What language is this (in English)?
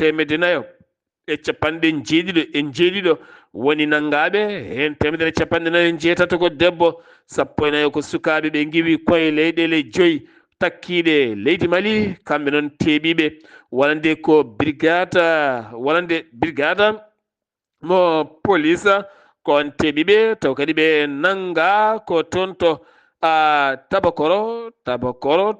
Fula